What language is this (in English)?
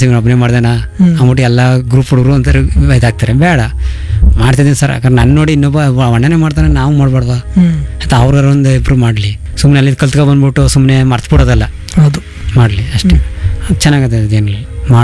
Kannada